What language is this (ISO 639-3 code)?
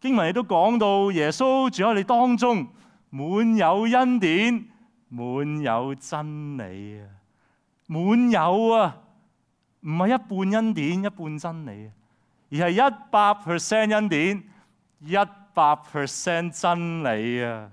yue